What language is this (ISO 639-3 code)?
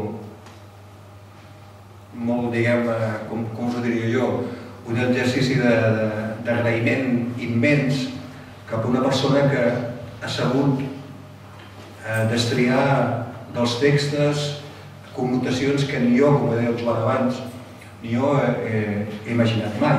cat